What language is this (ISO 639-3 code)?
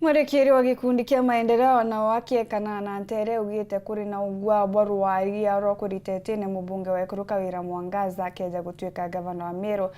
mer